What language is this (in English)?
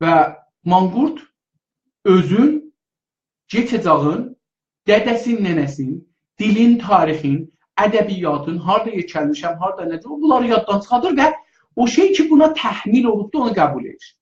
South Azerbaijani